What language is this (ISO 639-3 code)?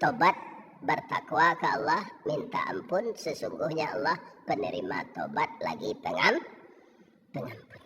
min